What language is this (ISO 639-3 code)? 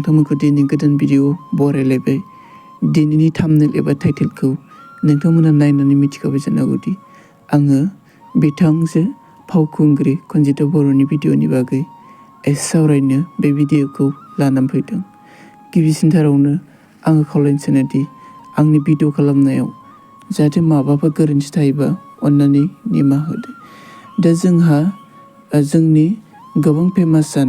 brx